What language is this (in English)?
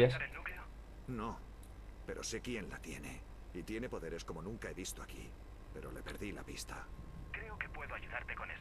Spanish